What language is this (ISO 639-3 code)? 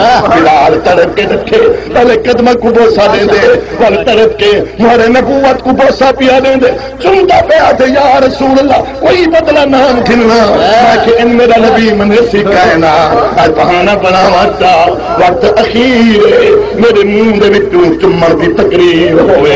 skr